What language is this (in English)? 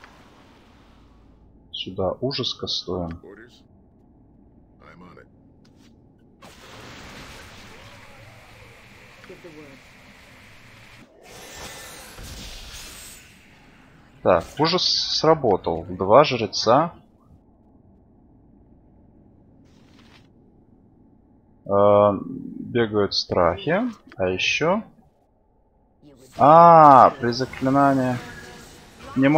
Russian